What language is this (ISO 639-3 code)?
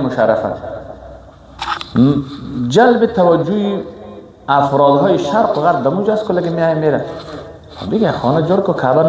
fas